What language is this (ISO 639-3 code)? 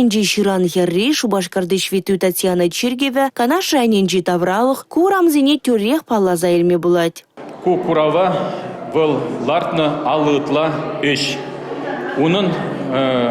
chv